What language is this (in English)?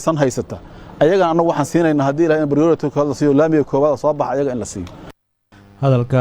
Somali